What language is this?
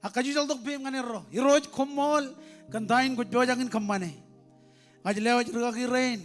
Marshallese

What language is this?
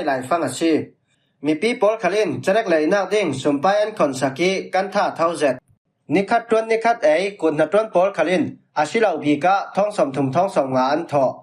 Falam Chin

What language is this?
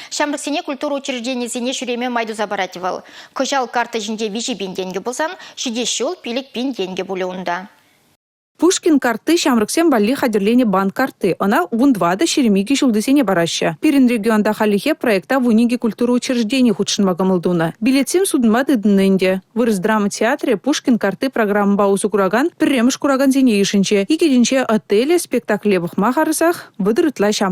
Chuvash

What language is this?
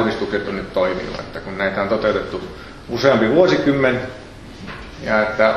Finnish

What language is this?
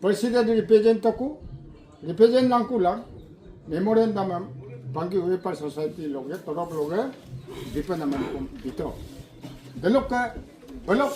Adi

